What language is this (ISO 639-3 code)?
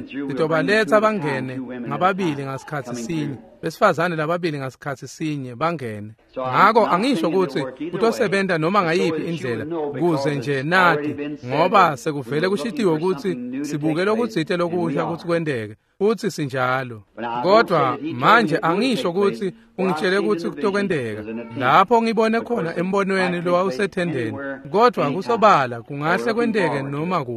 ssw